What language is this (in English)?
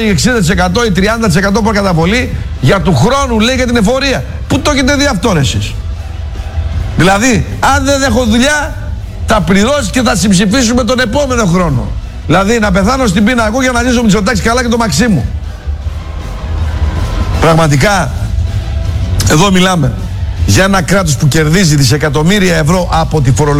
Greek